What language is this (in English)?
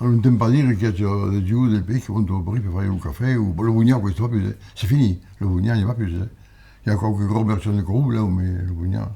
Occitan